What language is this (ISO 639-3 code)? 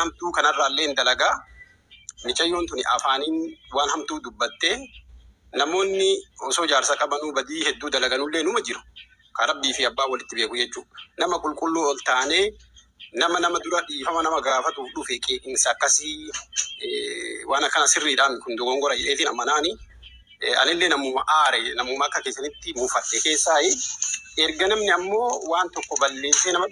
orm